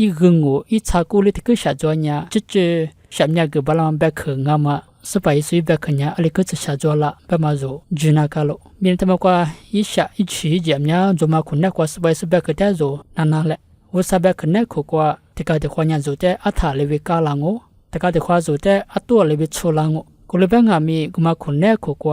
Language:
Lisu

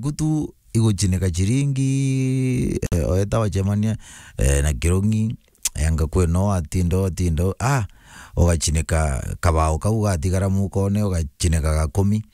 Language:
Meru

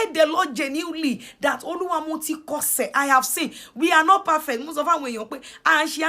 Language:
Yoruba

